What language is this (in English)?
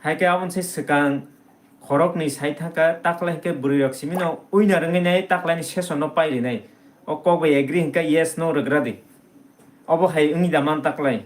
Kok Borok